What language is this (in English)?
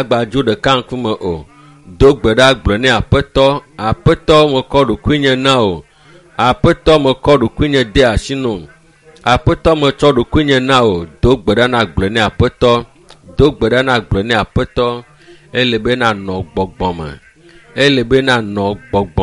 Ewe